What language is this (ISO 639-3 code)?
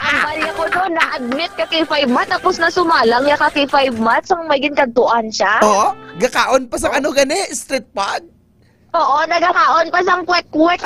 hil